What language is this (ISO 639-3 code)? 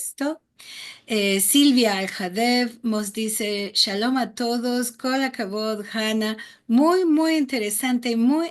lad